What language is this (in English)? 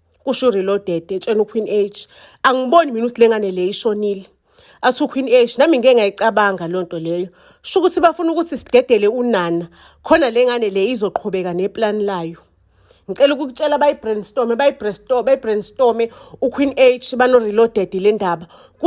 Zulu